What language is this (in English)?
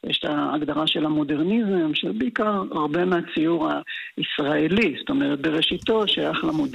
Hebrew